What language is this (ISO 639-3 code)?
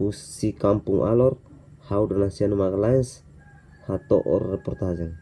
tet